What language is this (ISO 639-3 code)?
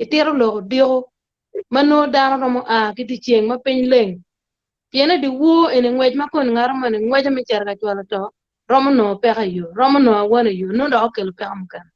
ach